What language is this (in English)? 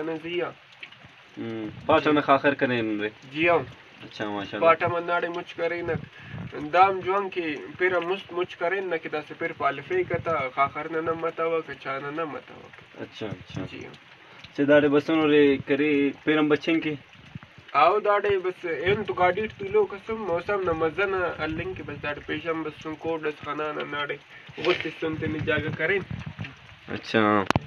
Brahui